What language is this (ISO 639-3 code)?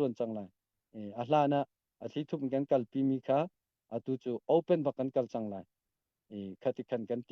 cnh